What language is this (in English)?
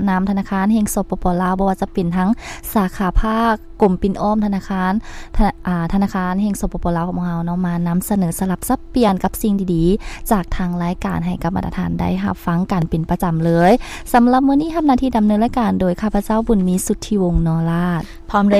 Lao